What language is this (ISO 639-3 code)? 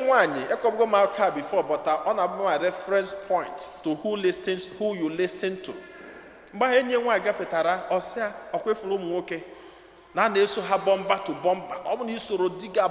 ibo